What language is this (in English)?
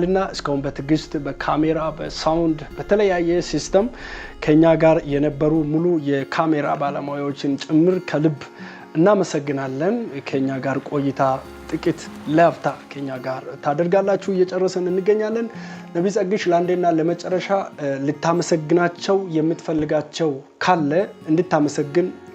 Amharic